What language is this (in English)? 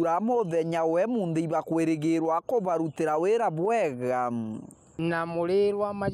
Meru